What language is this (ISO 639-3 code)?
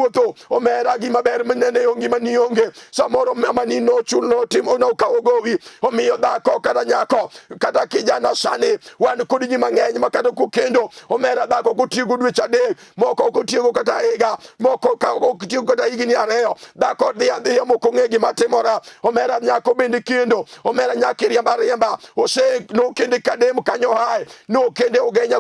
luo